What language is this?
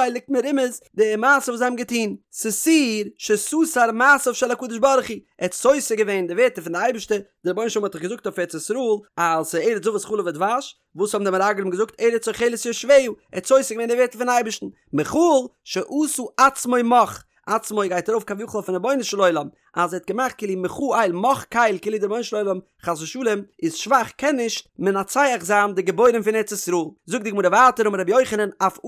Yiddish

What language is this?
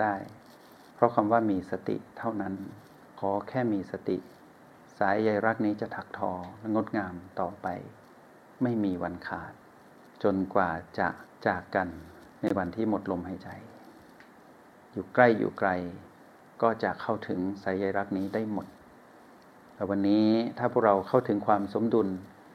Thai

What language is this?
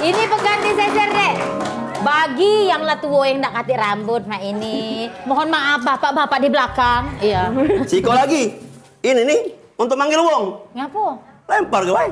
Musi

